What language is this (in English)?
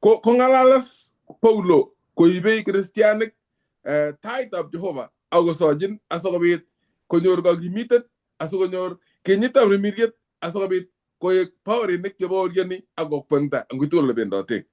Kalenjin